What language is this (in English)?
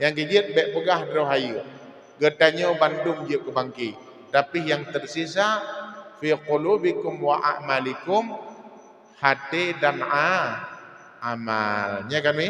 Achinese